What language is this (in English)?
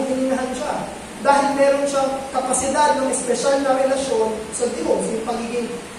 Filipino